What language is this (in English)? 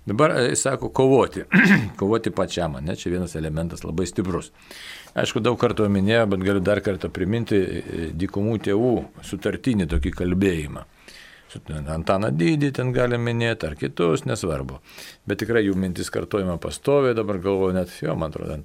Lithuanian